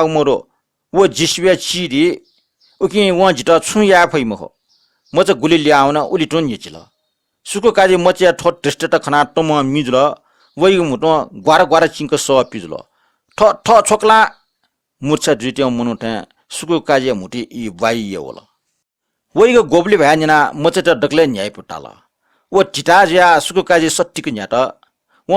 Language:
Newari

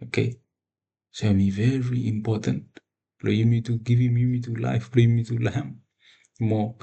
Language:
Bislama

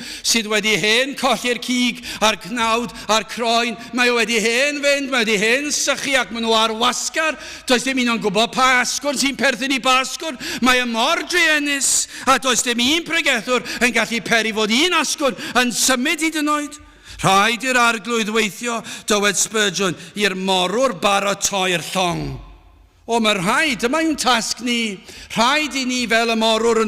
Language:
Welsh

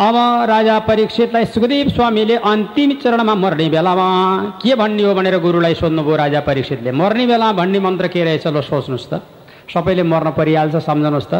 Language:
Nepali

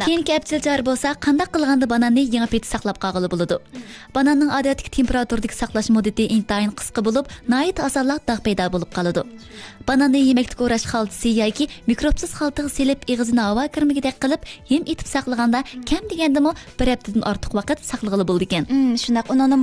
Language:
Uyghur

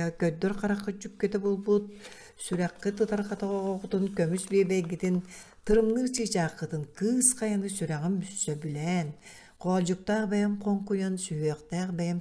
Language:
Yakut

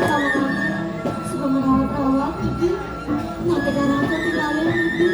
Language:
Balinese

